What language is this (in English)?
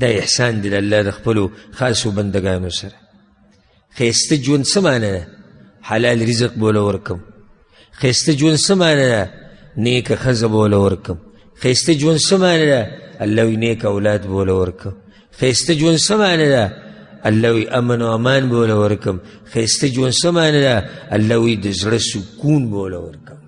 Pashto